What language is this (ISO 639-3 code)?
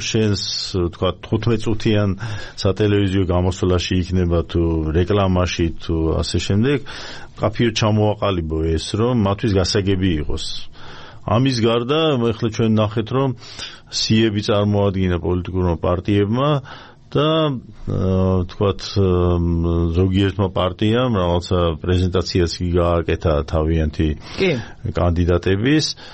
kat